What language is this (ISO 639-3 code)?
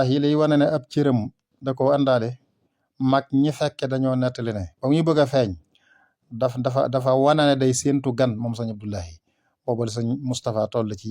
wol